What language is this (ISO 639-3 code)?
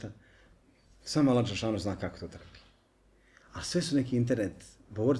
bos